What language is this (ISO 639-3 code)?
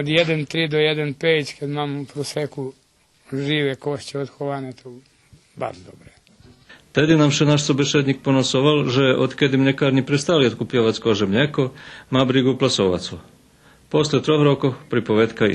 rue